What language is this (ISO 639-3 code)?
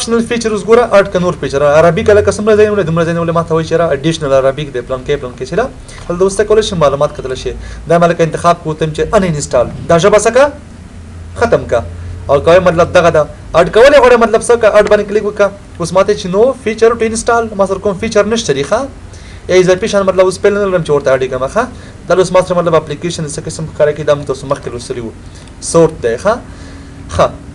pus